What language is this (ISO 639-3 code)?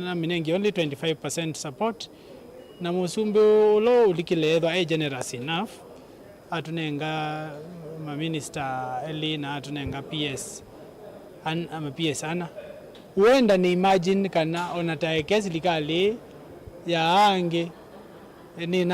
kam